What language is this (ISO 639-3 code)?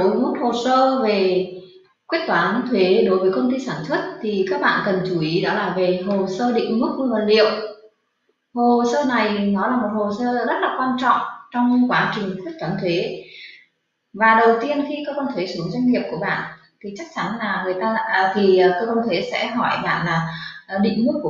vie